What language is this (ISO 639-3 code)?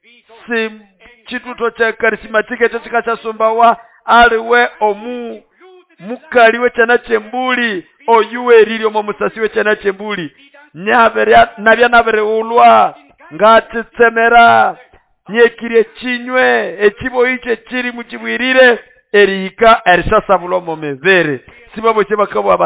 nnb